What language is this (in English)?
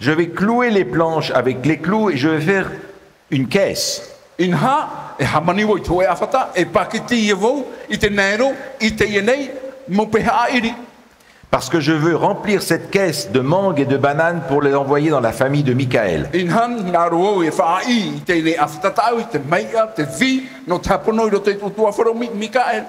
Tahitian